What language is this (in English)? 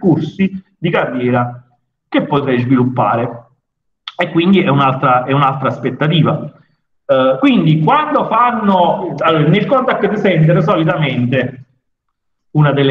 Italian